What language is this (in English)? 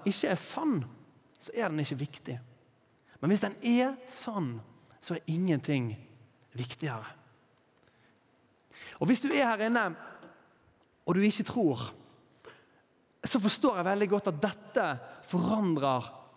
Norwegian